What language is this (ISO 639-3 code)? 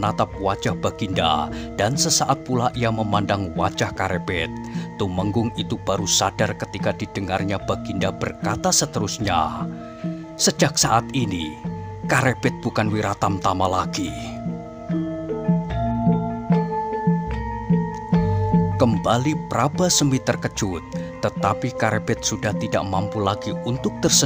ind